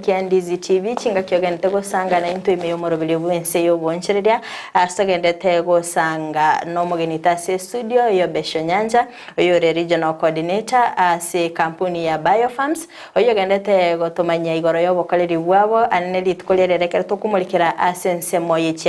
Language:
Gusii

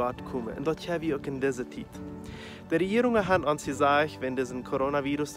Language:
Plautdietsch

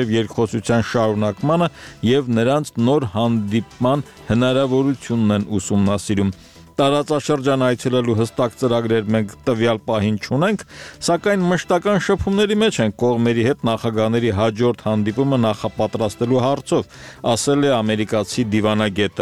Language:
Armenian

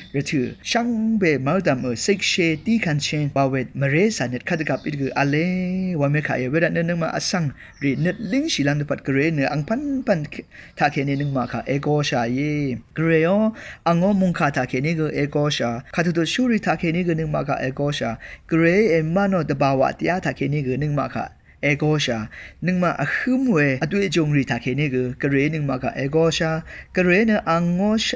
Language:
Rawang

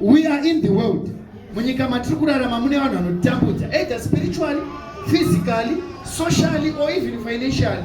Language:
Shona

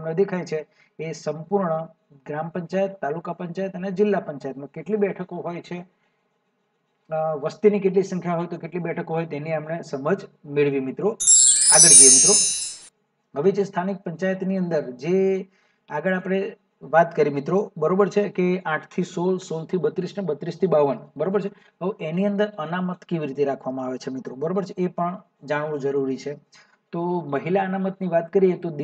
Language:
Gujarati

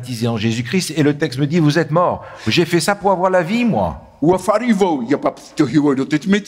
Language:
Tahitian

